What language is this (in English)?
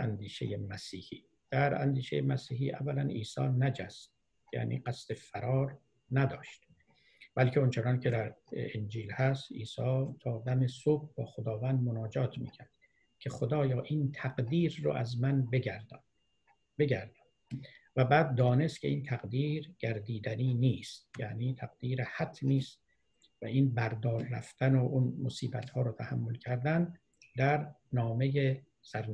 Persian